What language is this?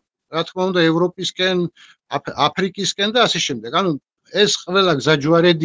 Georgian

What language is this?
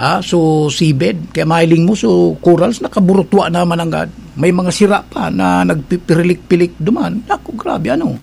Bikol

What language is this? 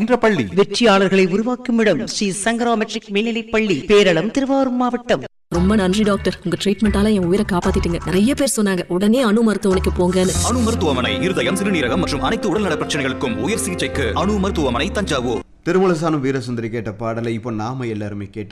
Tamil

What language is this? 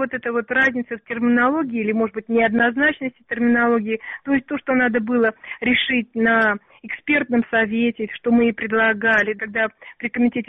Russian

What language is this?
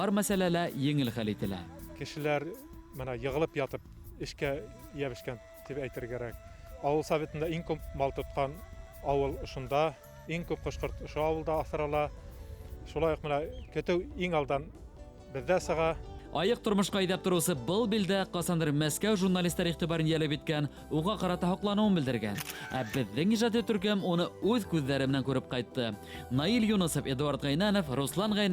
Bashkir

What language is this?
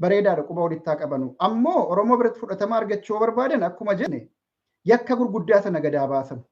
Oromo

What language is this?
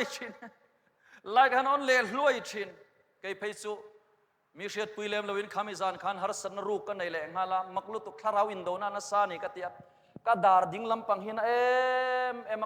Mizo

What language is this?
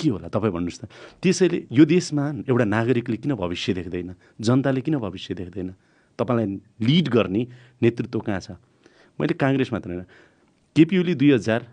Nepali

